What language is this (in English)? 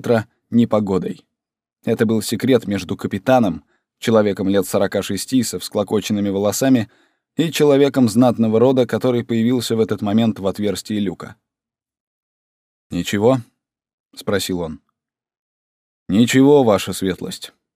Russian